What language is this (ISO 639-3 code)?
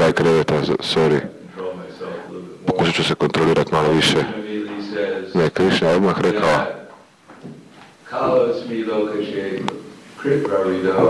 hrv